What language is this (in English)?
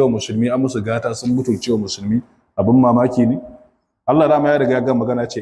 Hausa